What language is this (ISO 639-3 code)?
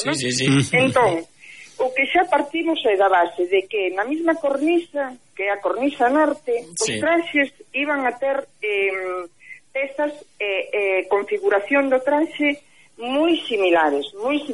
glg